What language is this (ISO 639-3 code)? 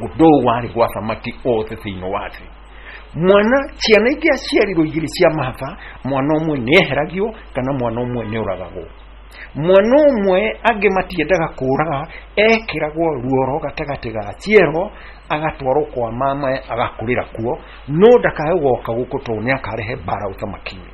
kik